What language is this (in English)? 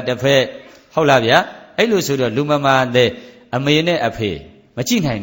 Burmese